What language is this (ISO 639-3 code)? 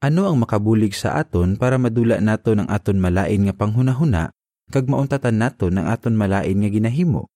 hil